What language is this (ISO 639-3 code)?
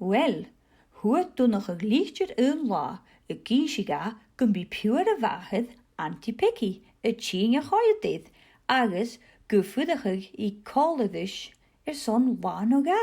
gla